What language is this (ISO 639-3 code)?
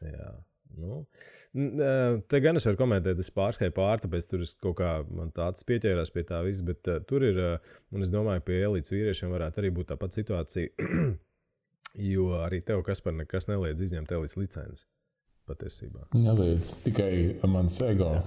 lav